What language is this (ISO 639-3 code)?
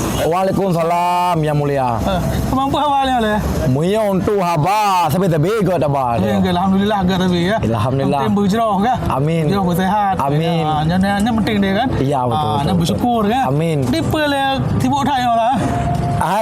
ace